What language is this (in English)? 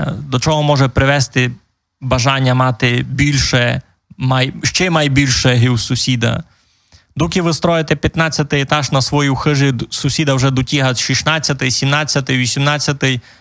Rusyn